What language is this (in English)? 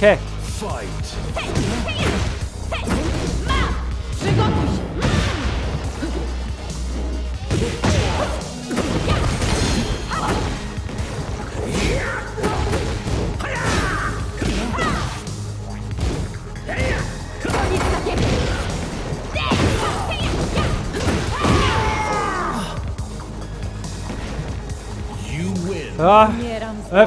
German